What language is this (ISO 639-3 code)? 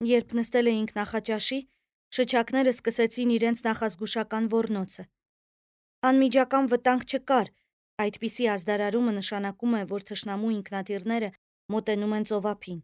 hye